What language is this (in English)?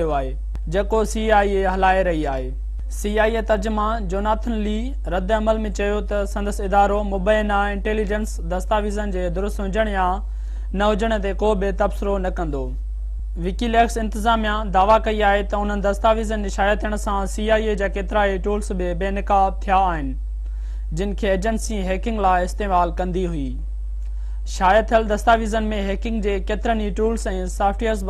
Sindhi